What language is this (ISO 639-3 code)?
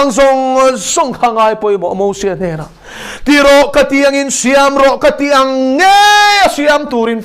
lus